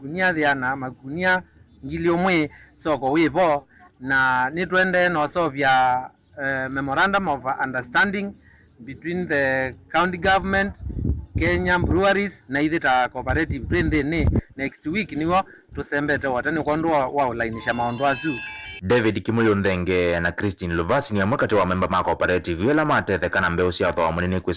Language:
Kamba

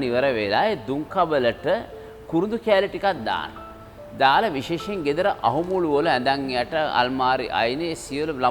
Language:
Sinhala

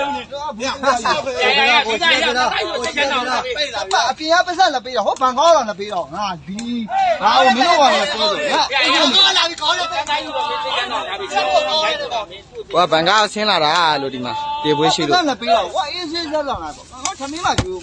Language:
Burmese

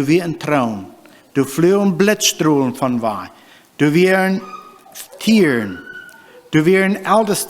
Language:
Plautdietsch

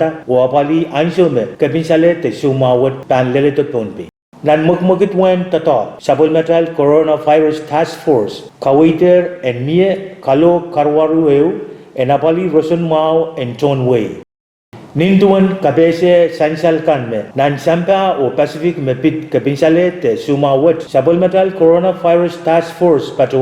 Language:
Pohnpeian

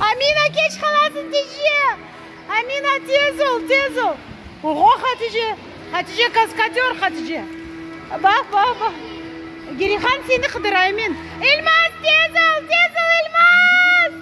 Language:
Crimean Tatar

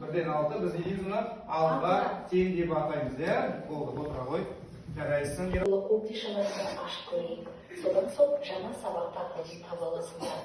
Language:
Kazakh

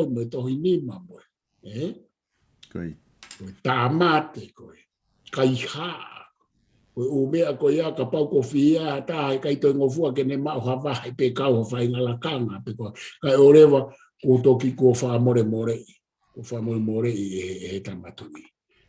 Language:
Tongan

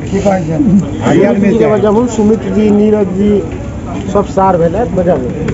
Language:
Maithili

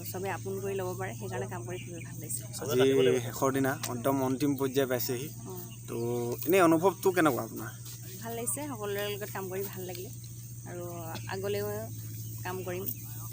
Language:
Assamese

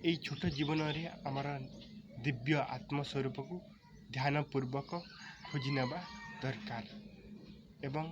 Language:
Odia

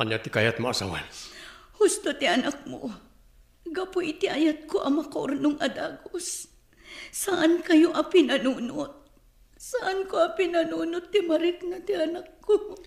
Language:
Iloko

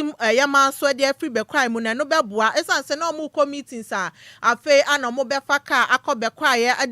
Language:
Akan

